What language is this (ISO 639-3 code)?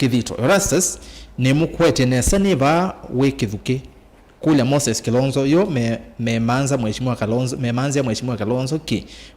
kam